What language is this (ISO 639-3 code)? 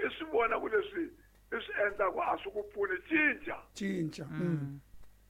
tso